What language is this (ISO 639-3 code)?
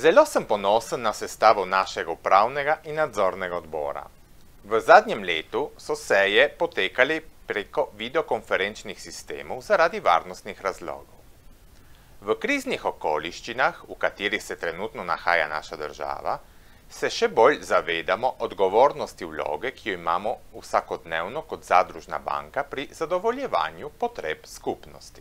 slv